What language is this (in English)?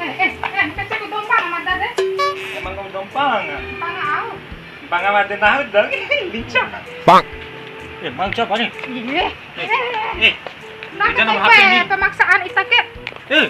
Bima